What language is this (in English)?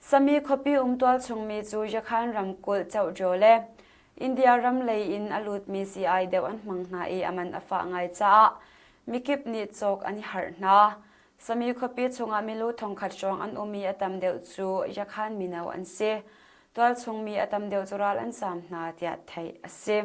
Hakha Chin